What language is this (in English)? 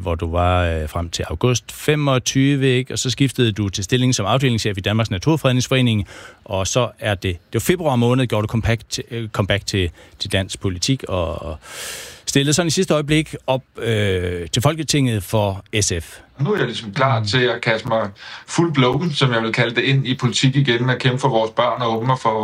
Danish